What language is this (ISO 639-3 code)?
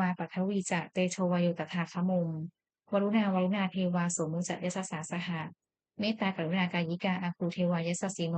pli